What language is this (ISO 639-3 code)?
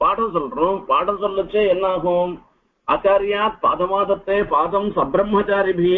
tam